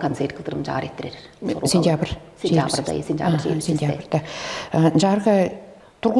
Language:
Tuvinian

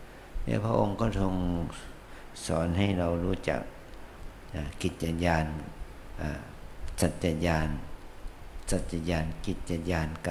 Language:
Thai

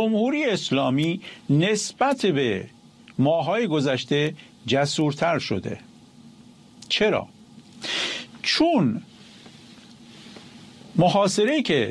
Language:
Persian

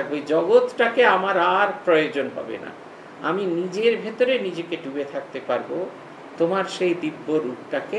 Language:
Bangla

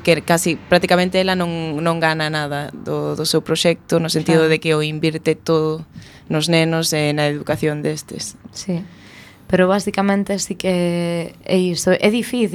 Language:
Galician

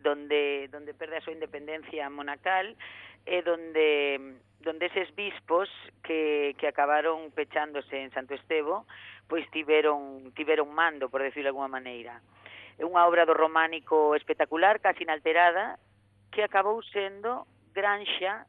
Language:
Galician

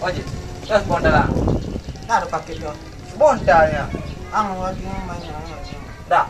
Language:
Minangkabau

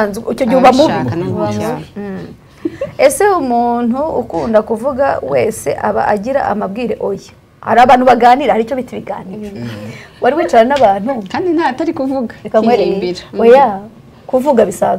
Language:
Kinyarwanda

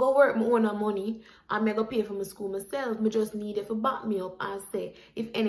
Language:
Jamaican Creole English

